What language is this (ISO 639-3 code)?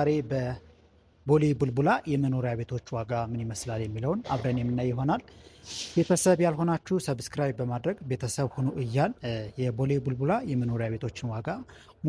amh